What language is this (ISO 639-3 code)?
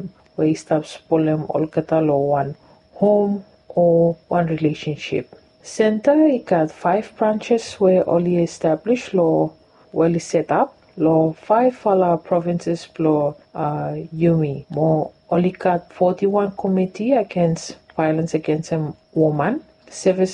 bis